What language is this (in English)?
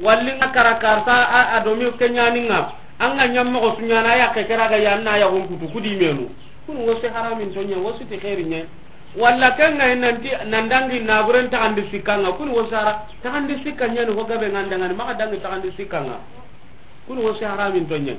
Soninke